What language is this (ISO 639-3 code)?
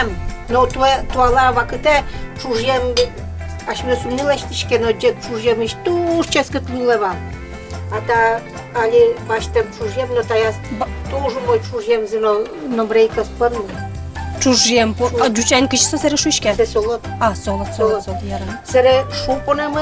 udm